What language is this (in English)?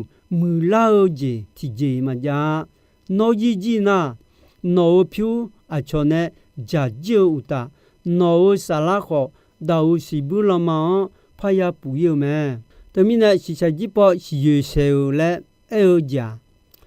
Akha